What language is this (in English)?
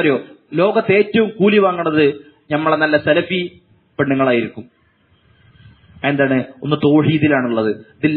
Malayalam